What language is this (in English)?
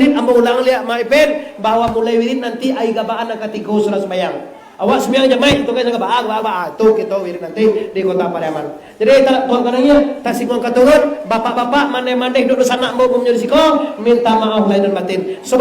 Minangkabau